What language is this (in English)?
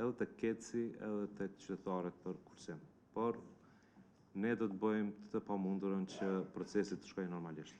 Albanian